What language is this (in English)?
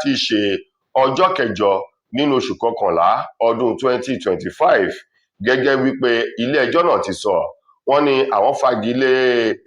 Yoruba